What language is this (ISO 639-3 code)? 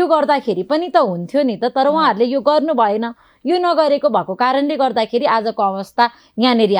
nep